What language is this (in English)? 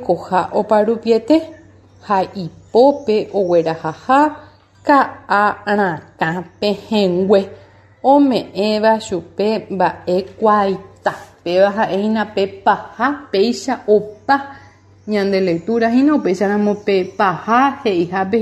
Guarani